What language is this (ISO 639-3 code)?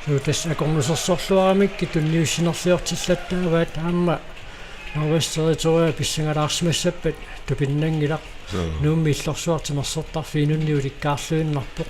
kal